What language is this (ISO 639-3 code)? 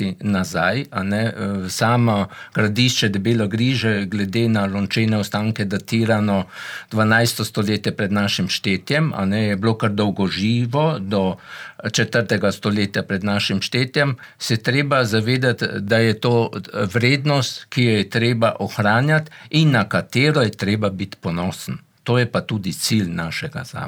slv